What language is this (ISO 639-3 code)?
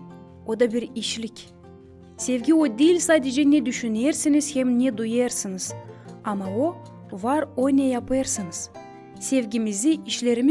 gag